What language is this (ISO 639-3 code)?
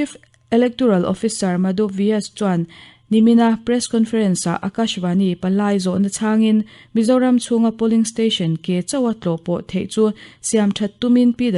lus